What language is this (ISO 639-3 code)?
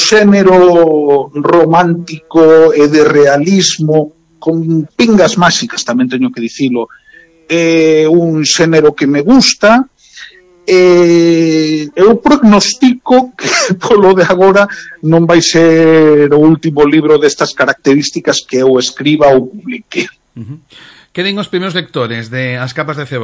glg